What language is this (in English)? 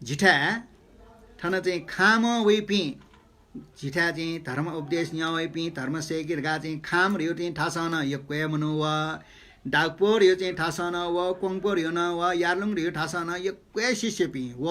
Newari